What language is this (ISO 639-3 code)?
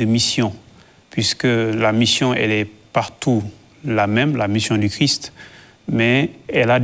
fra